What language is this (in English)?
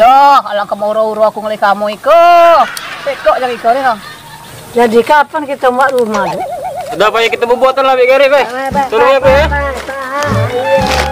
Musi